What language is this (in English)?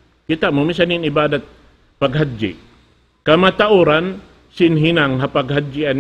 Tausug